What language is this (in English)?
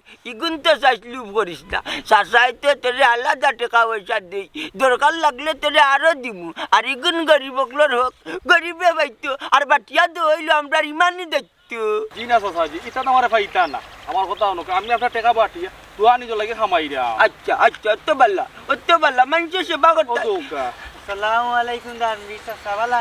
Sylheti